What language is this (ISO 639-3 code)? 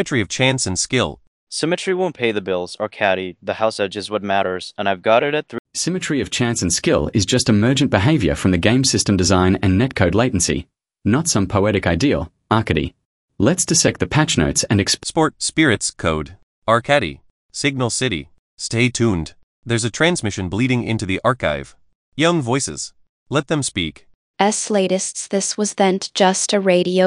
eng